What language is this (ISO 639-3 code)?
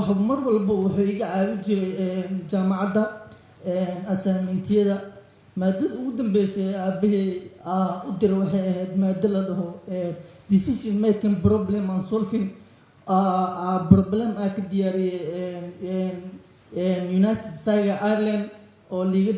som